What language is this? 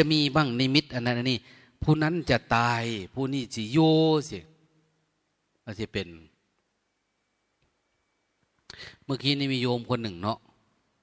Thai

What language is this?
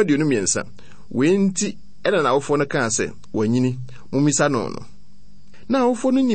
Akan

